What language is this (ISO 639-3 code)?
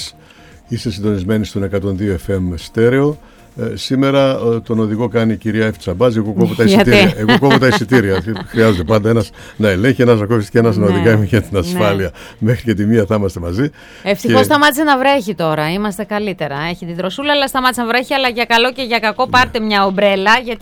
ell